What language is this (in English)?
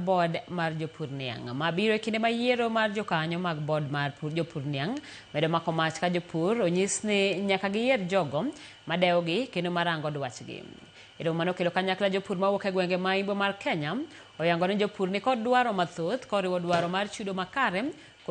Luo (Kenya and Tanzania)